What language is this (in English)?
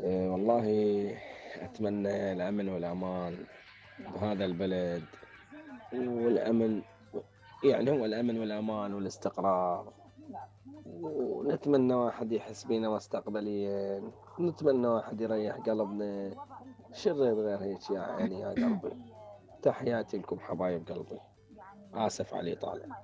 Mesopotamian Arabic